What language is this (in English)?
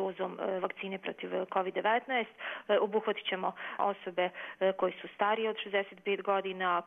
Bosnian